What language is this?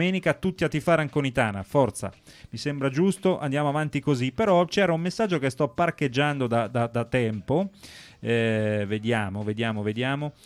Italian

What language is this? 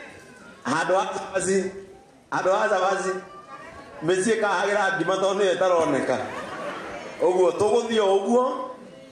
Kikuyu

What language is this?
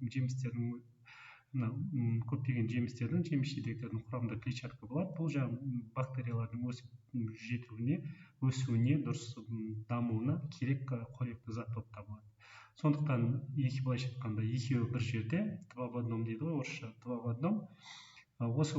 Kazakh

